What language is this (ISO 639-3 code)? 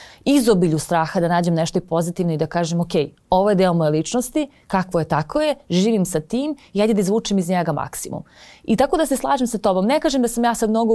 srp